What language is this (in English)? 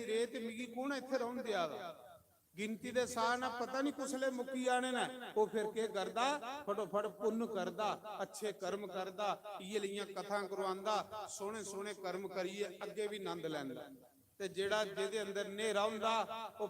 Dogri